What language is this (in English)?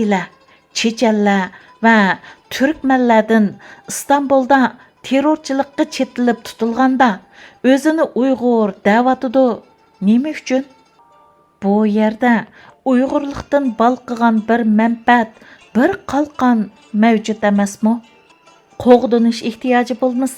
Uyghur